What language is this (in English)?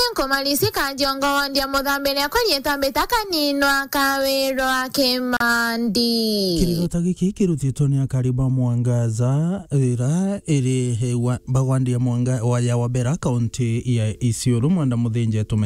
Meru